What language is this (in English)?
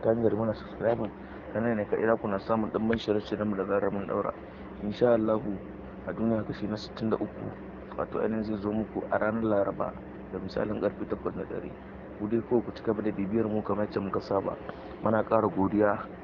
Hausa